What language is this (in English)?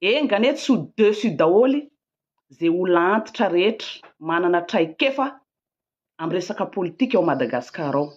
Malagasy